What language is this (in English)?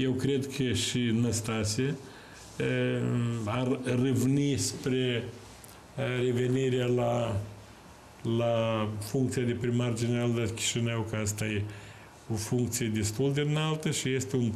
Romanian